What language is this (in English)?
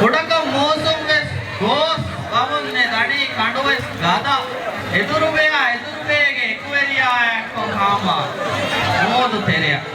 Divehi